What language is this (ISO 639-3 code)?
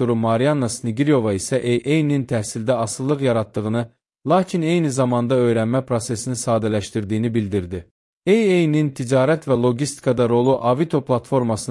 aze